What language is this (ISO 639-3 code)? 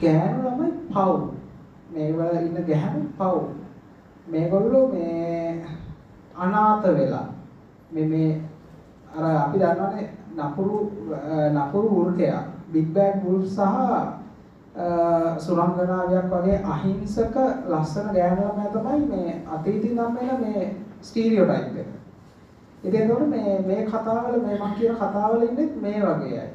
sin